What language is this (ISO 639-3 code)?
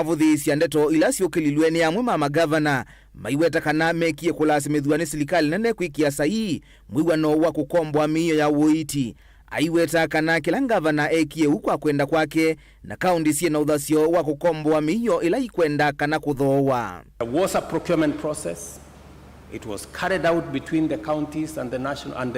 kam